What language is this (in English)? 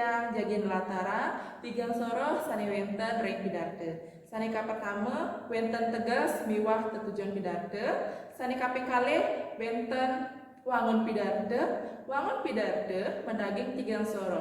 Balinese